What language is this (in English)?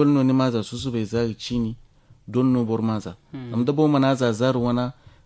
Zarma